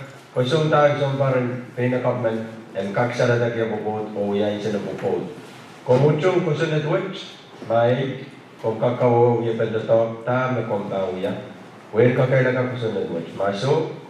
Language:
Pohnpeian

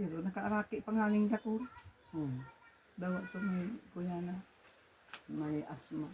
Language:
Bikol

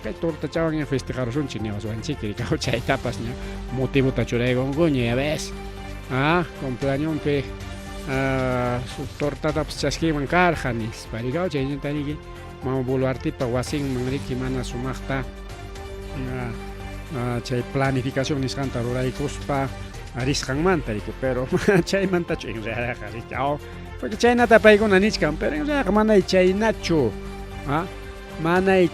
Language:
Ayacucho Quechua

